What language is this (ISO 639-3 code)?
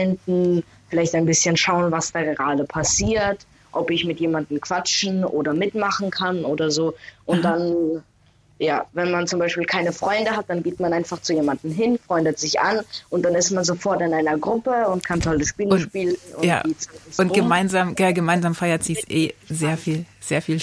deu